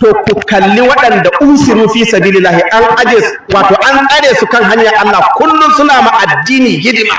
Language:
Hausa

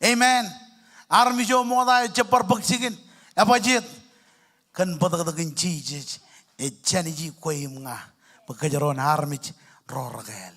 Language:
Marshallese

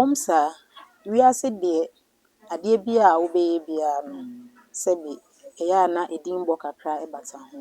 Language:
Akan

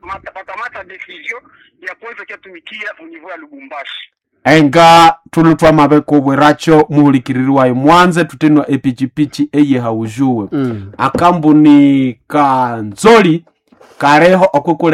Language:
Nande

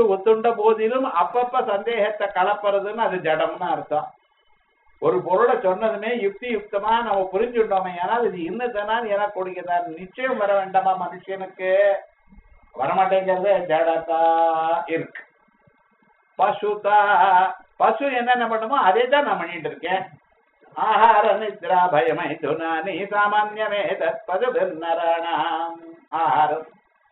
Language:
Tamil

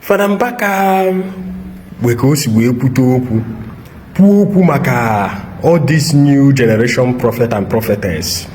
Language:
Igbo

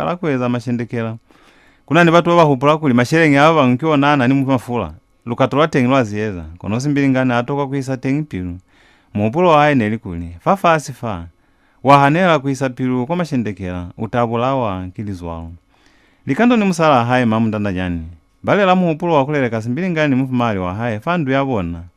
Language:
Lozi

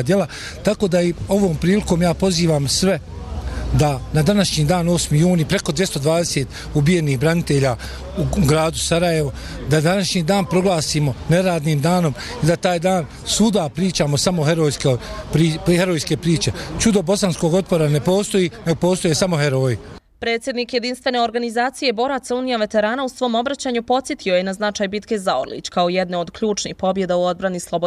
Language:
Bosnian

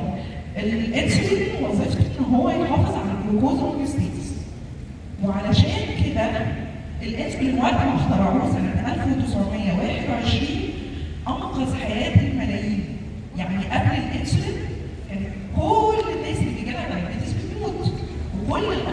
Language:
Egyptian Arabic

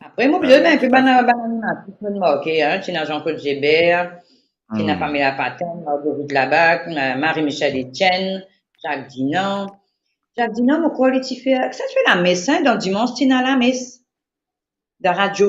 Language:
Morisyen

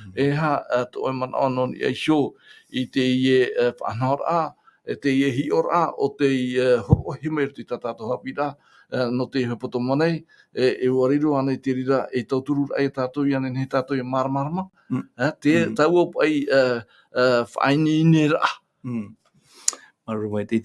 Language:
Tahitian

